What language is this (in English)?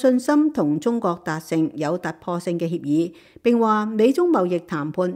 Cantonese